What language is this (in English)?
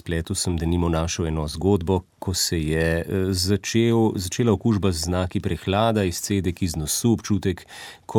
Slovenian